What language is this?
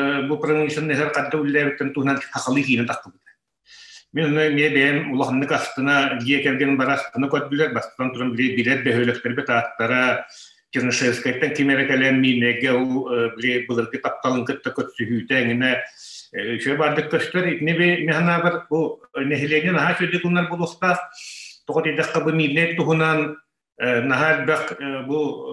Yakut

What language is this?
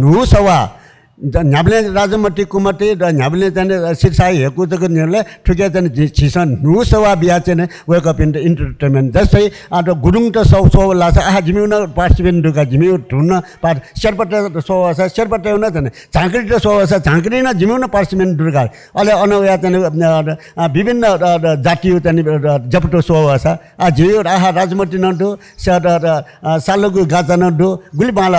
Newari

